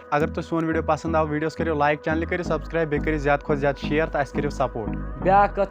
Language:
Kashmiri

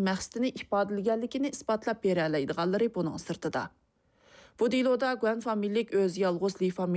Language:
Uyghur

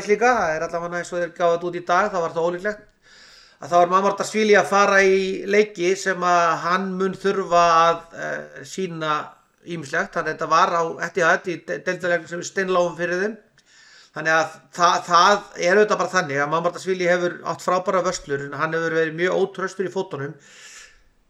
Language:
Icelandic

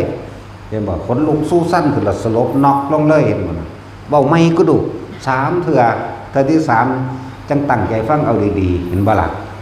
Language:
Northeastern Thai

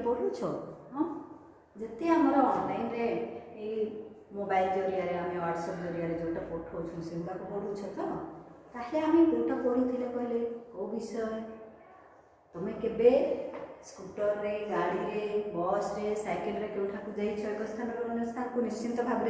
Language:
Odia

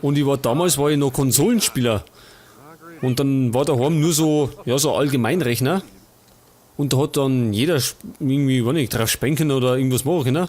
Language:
Bavarian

